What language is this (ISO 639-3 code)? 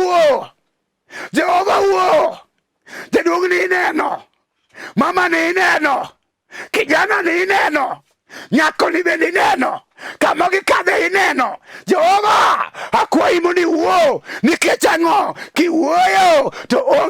luo